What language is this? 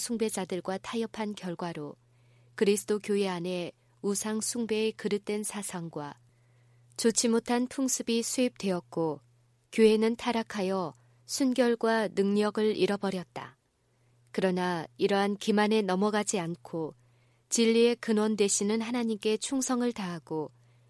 Korean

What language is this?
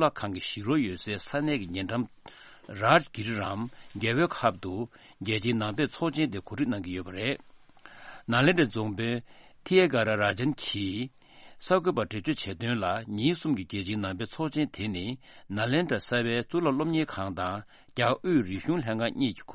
Tibetan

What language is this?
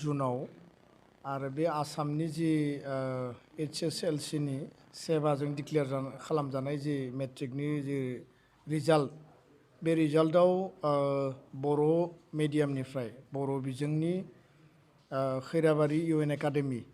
Bodo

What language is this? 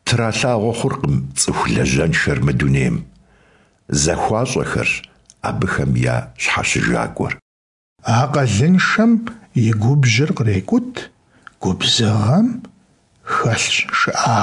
Kabardian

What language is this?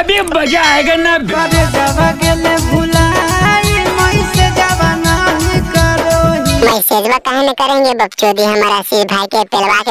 Magahi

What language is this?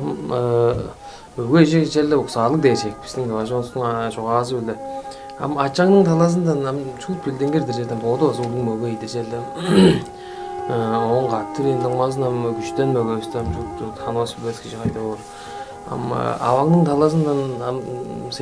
Tuvinian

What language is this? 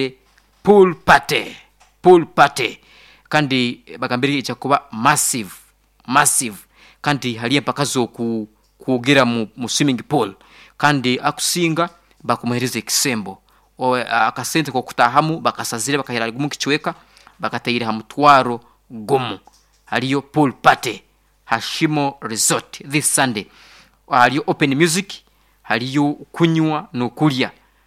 Nyankole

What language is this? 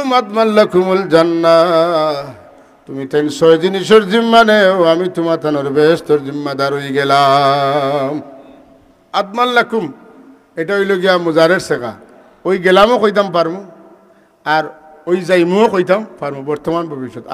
Sylheti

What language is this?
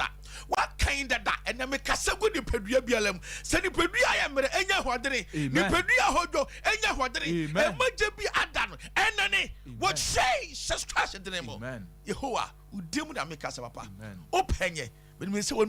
Akan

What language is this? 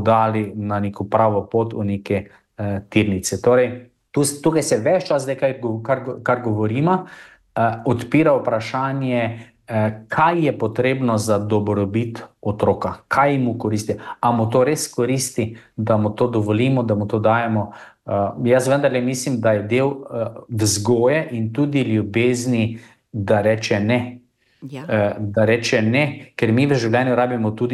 Slovenian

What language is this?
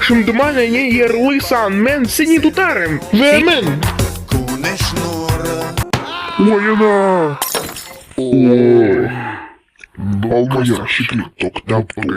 Crimean Tatar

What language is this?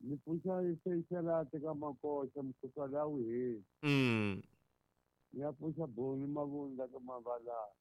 Tsonga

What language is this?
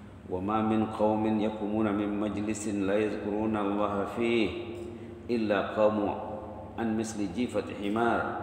Malay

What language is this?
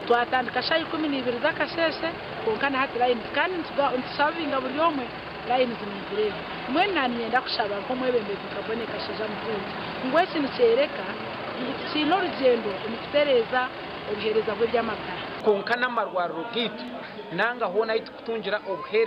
Nyankole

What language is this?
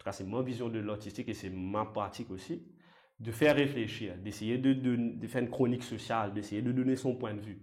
Morisyen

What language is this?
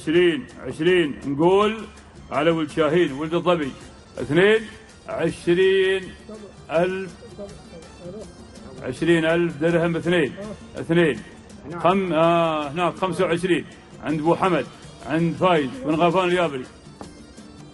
Gulf Arabic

